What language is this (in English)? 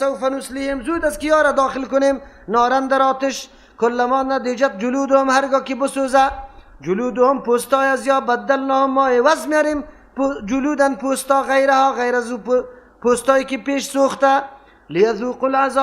Persian